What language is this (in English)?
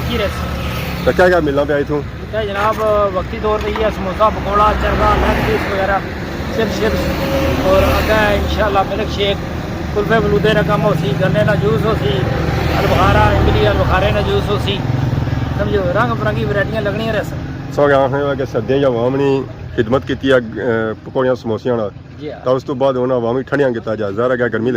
Pahari-Potwari